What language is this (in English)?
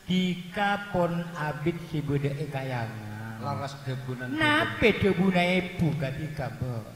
Madurese